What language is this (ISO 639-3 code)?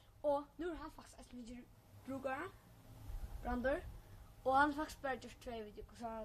fao